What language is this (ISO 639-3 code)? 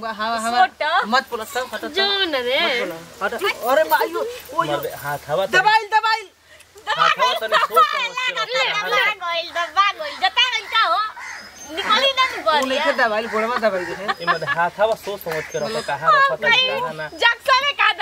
bho